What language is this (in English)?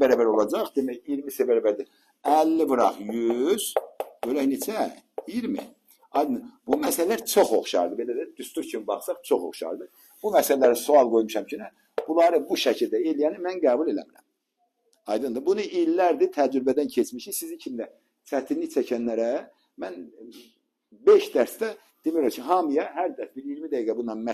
Azerbaijani